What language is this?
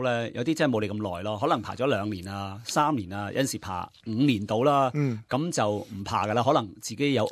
Cantonese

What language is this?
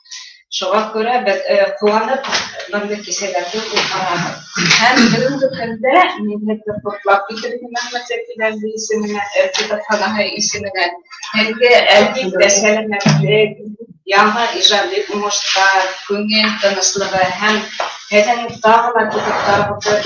Bashkir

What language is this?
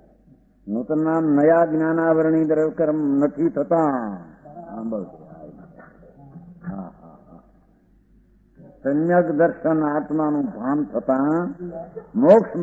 Gujarati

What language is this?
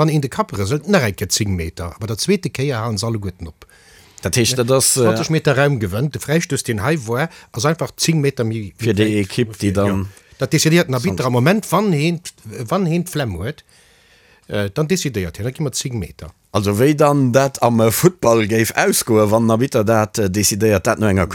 Luxembourgish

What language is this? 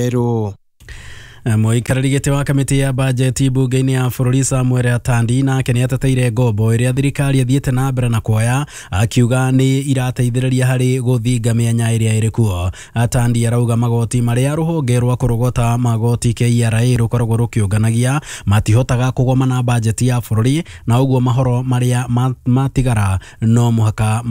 Kikuyu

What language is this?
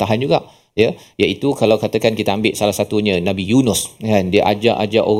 Malay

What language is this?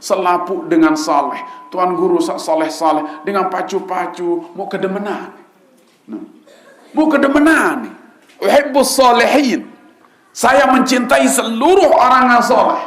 Sasak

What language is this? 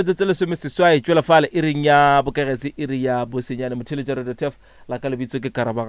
Northern Sotho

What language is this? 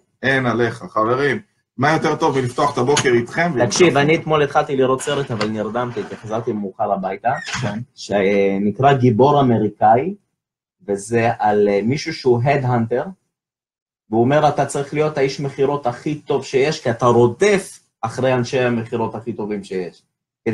Hebrew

